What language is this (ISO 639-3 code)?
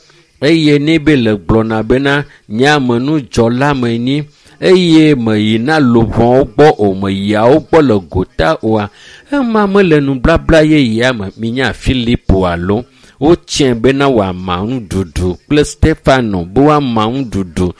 ewe